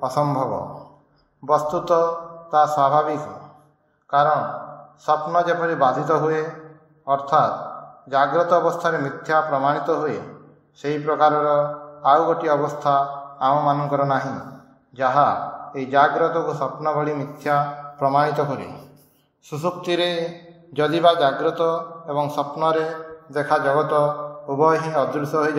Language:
Odia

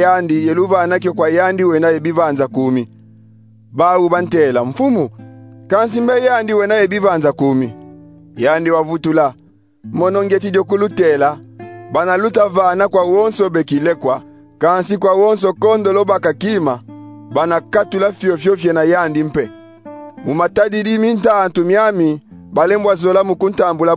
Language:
Kongo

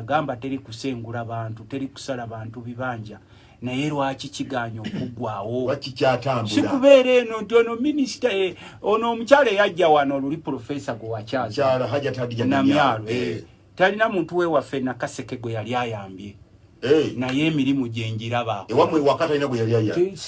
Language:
Ganda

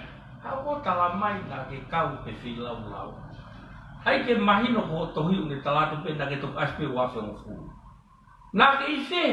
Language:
Tongan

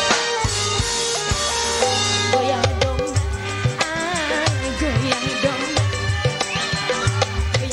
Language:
Indonesian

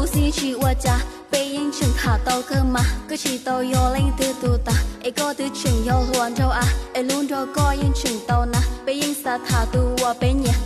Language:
Hmong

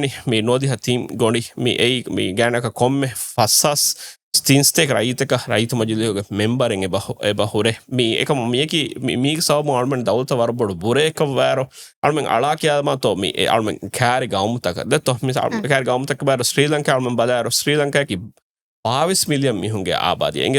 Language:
Divehi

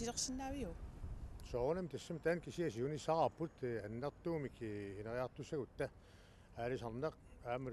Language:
Kalaallisut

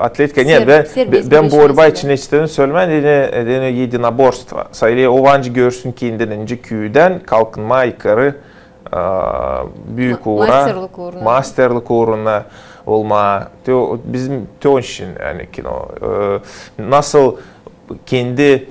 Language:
Gagauz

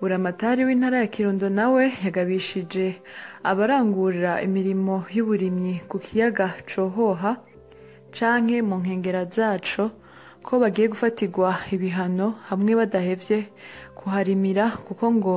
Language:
Rundi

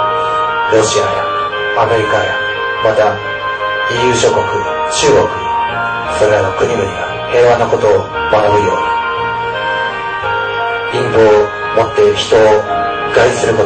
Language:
Japanese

